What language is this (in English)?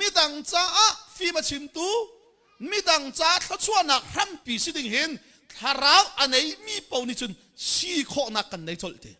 Hakha Chin